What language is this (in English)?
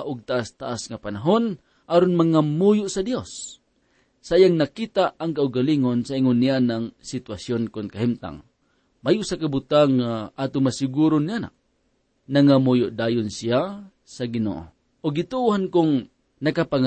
Cebuano